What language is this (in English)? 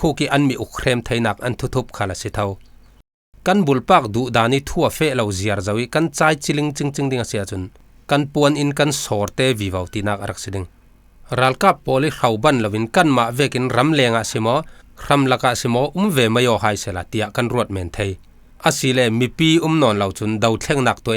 Falam Chin